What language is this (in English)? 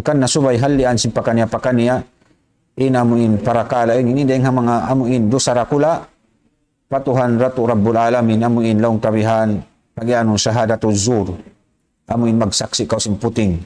Tausug